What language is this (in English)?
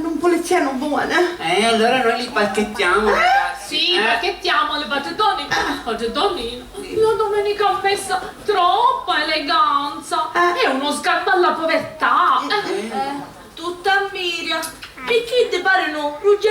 Sicilian